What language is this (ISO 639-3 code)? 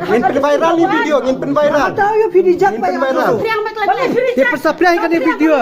kha